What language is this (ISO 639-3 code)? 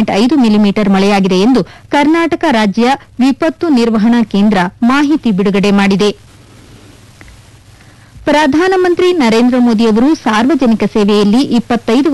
kan